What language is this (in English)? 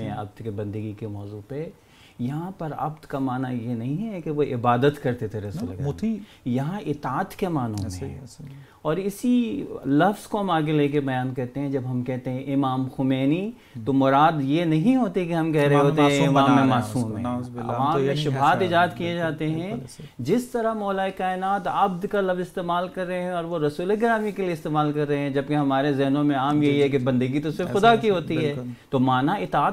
Urdu